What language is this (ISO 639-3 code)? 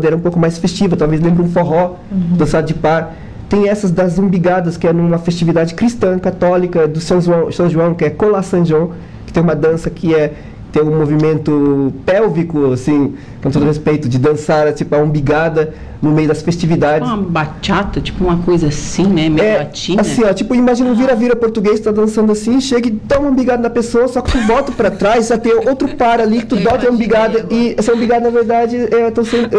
por